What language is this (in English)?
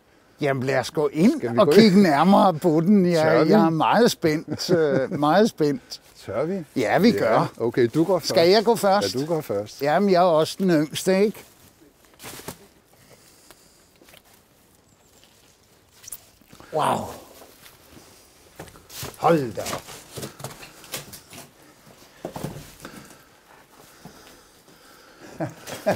Danish